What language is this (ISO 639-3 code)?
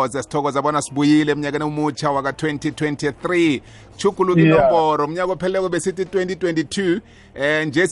nbl